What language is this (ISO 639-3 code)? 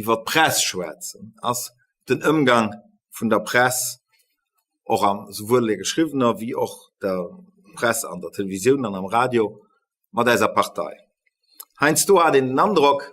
ltz